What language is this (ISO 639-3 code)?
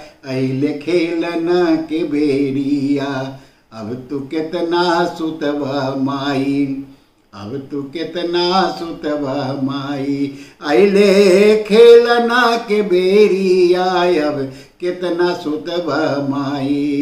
bho